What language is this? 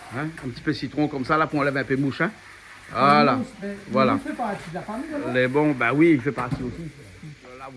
Réunion Creole French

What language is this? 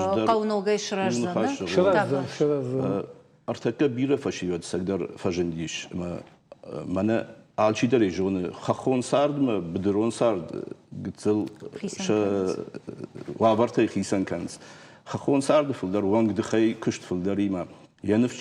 Ossetic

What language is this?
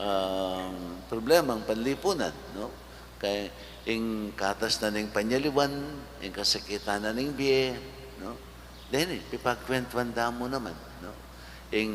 Pampanga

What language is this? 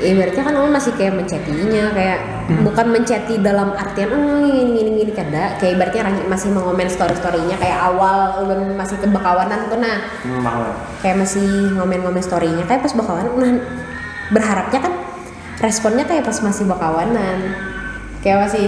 Banjar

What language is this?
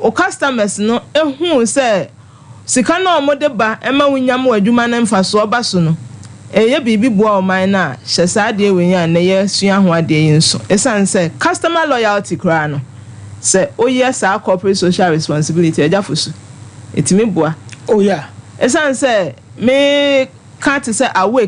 Akan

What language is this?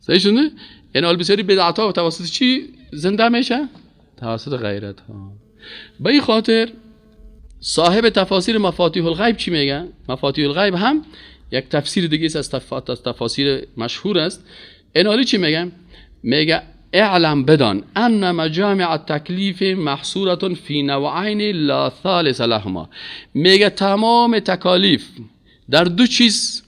Persian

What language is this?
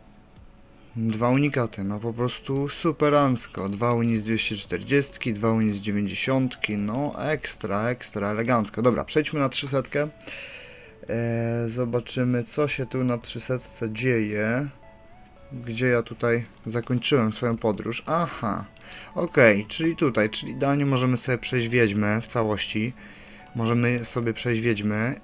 Polish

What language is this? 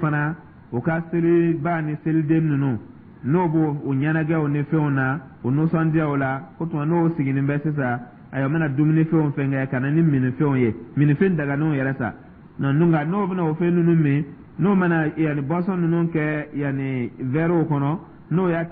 Dyula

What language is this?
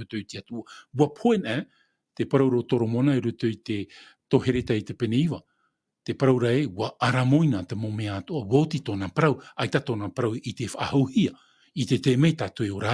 Tahitian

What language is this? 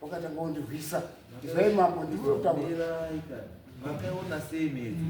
Shona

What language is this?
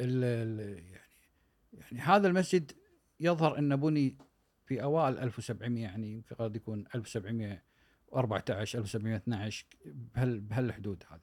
Gulf Arabic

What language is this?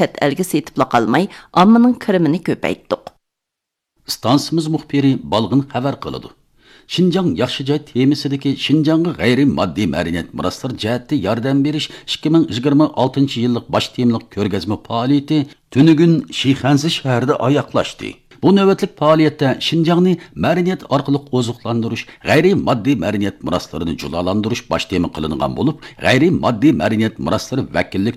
Uyghur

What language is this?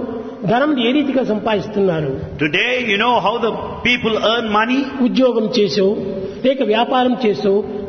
Telugu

